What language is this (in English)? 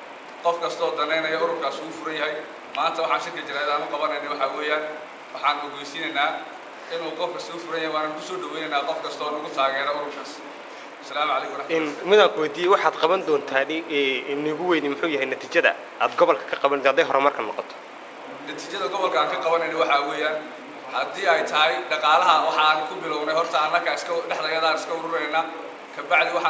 Somali